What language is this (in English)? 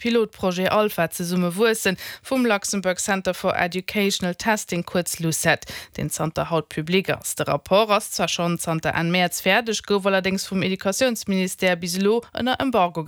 Luxembourgish